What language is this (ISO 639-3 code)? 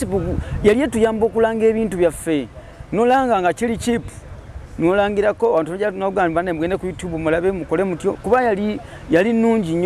lug